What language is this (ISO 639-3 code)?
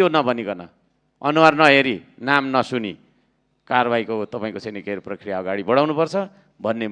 nep